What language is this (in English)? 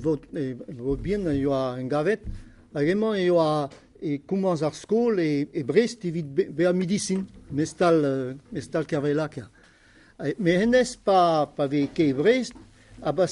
Breton